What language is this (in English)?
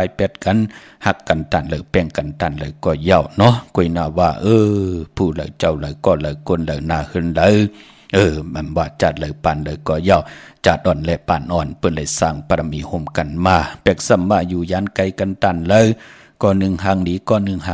Shan